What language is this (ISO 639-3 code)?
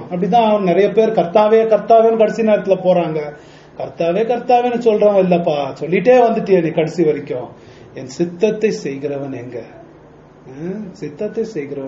tam